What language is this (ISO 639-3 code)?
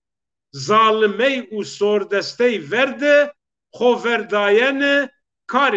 zza